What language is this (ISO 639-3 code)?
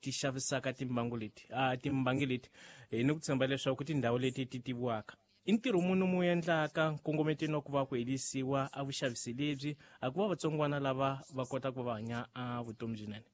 tso